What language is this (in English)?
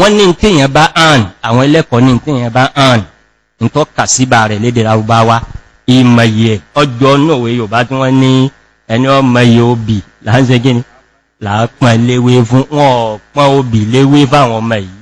Yoruba